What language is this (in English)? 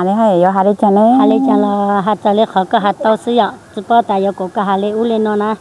Hmong